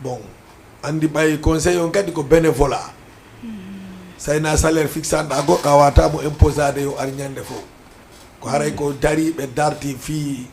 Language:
Fula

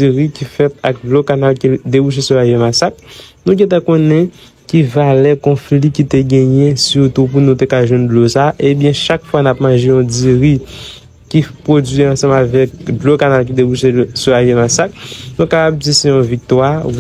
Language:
Haitian Creole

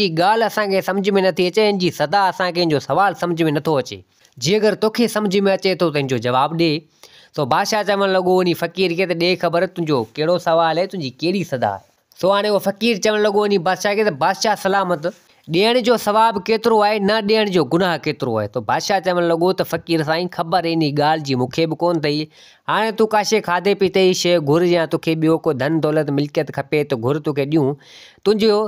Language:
Sindhi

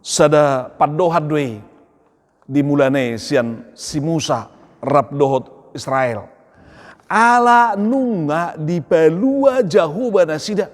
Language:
Batak Toba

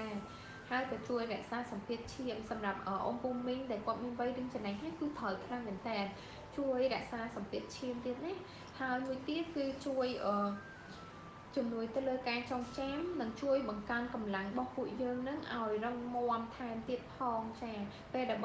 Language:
Khmer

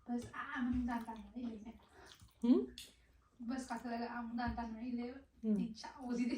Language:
Manipuri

